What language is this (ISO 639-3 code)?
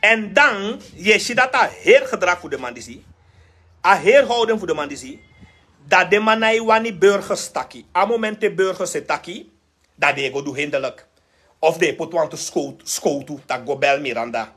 srn